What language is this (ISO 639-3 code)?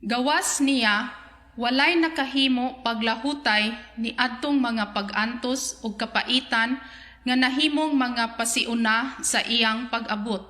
ceb